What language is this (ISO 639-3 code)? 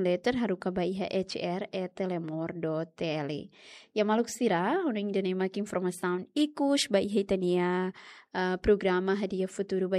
tet